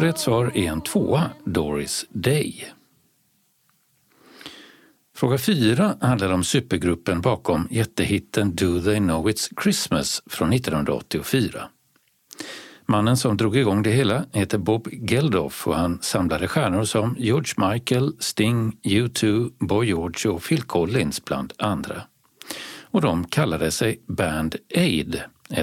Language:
Swedish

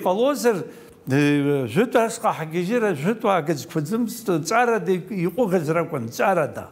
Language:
Abkhazian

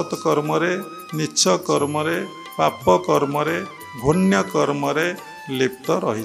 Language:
Odia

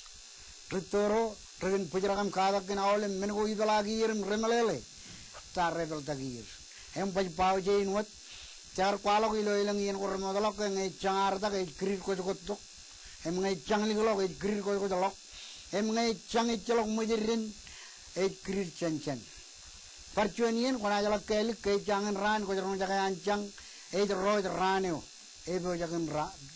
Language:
Marshallese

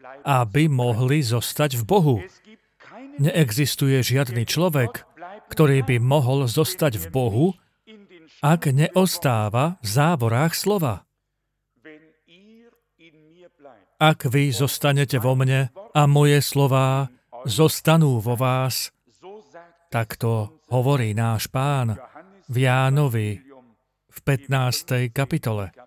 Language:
Slovak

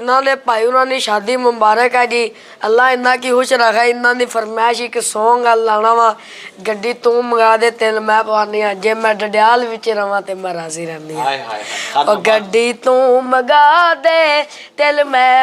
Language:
Pahari-Potwari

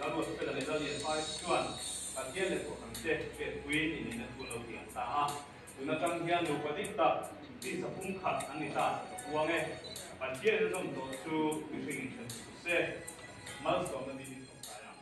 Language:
Mizo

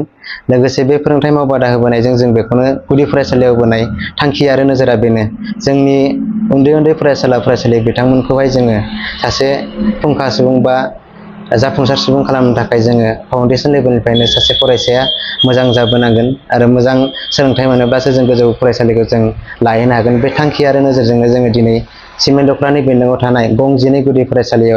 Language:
Bodo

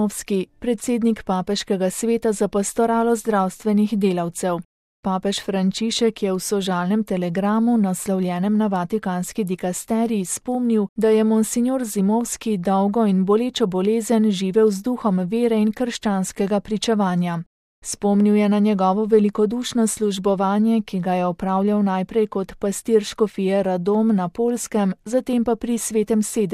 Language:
Slovenian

